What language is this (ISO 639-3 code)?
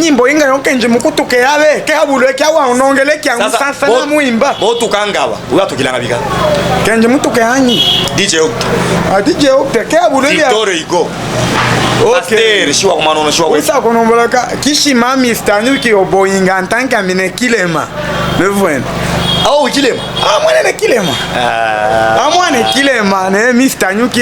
lub